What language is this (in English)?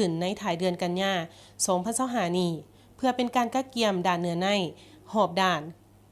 Lao